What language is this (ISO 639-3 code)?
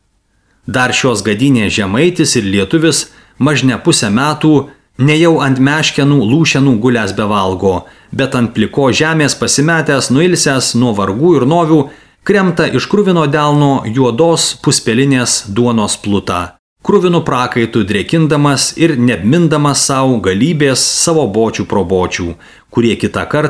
lit